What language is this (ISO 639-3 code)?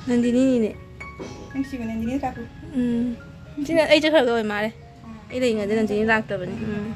mni